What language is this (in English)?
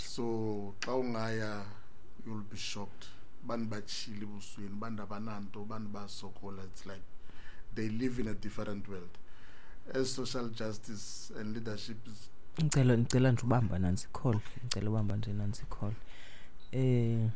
Xhosa